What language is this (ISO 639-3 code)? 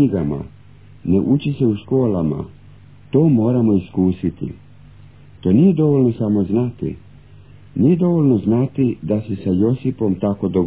hrv